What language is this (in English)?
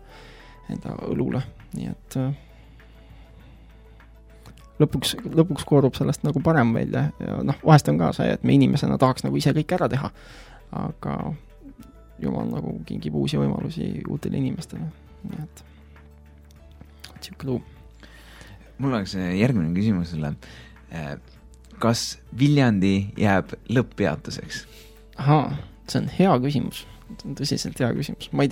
Estonian